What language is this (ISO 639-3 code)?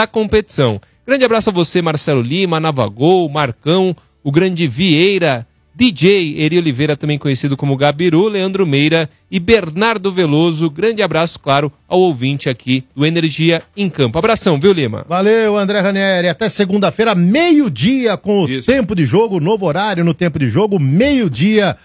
por